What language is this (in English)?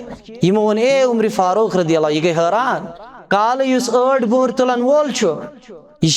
Kashmiri